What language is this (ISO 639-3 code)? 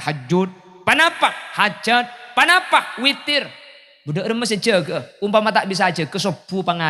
mad